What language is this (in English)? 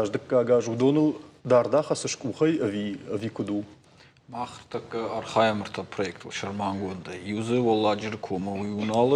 Ossetic